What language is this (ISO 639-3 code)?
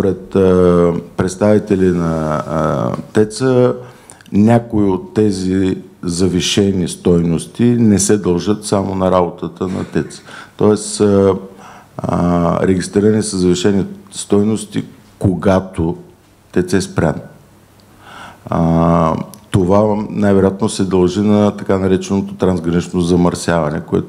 bul